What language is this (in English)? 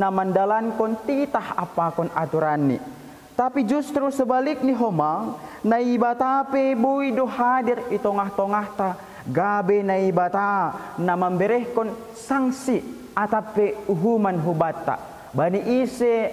Batak Simalungun